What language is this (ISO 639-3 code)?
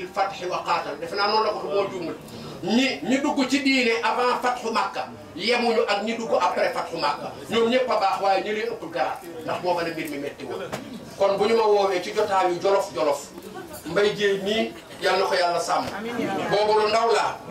wol